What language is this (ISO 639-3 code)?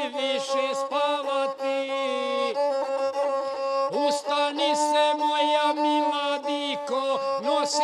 hrv